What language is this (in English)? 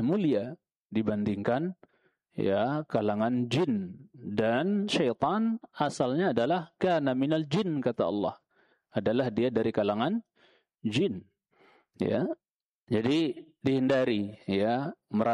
Indonesian